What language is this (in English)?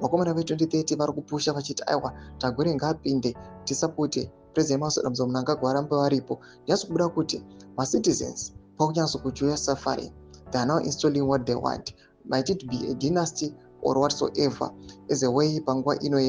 Shona